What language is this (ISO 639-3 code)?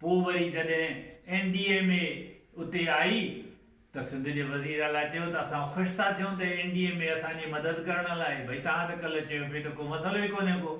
snd